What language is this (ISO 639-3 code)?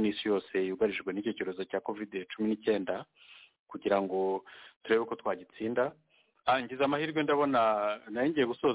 kin